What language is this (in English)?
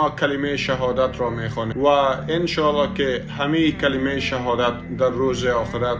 Persian